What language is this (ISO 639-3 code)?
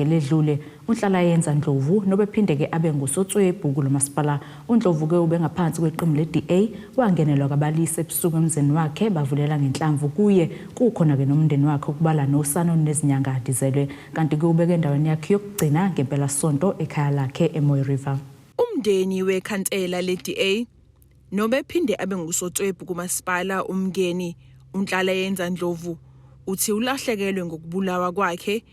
zul